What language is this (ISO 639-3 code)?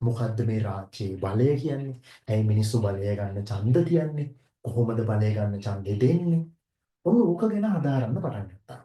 sin